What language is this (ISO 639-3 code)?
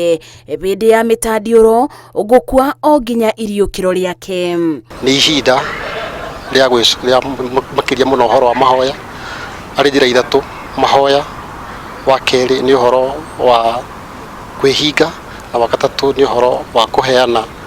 kik